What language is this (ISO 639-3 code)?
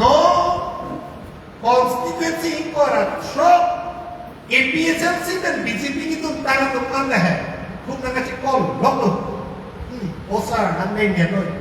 mjw